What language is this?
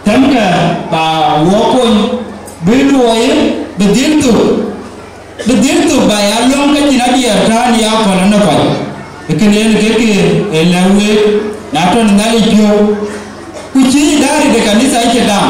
Dinka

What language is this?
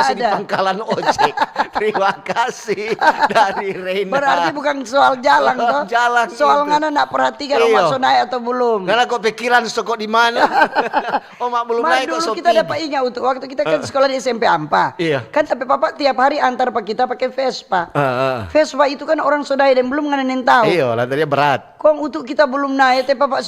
Manado Malay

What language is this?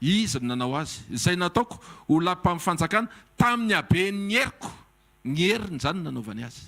Malagasy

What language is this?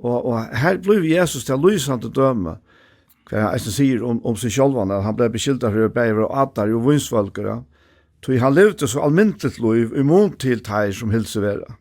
Faroese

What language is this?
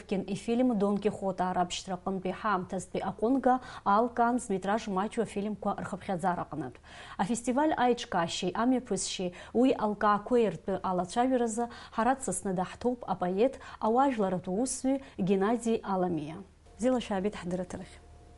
Abkhazian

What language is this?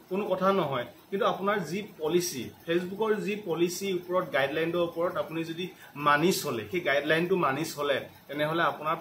Assamese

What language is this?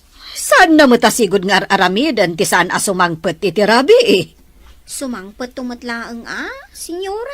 Iloko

